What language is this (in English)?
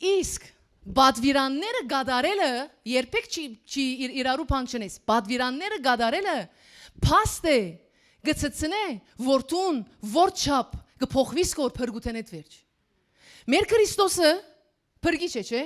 Western Armenian